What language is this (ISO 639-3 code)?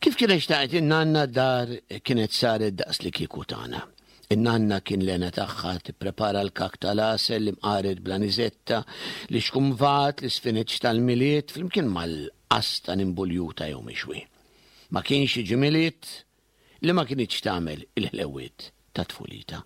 mlt